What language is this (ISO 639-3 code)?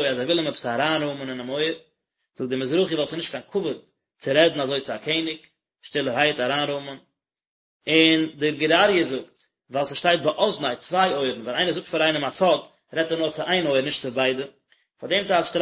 yid